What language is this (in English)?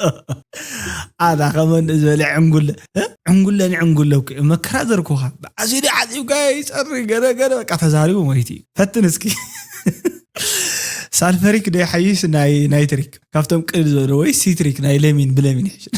Tigrinya